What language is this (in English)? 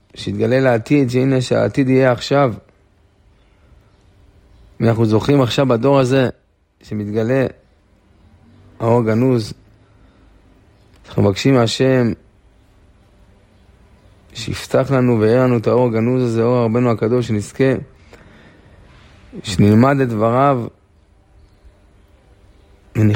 Hebrew